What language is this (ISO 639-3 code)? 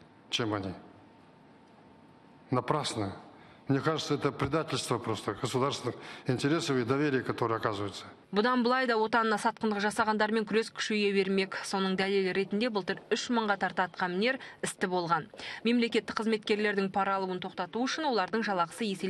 kaz